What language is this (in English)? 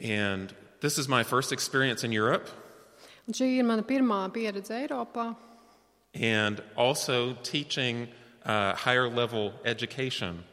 Latvian